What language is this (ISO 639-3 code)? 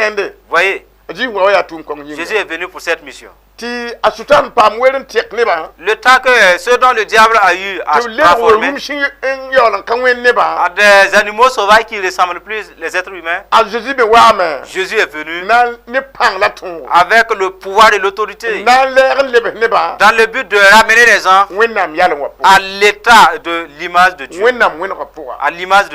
mos